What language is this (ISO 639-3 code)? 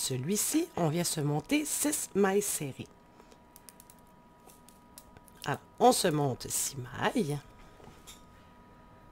fra